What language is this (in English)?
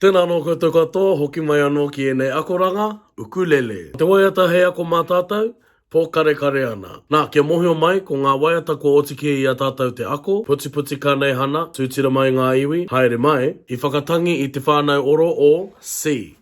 Māori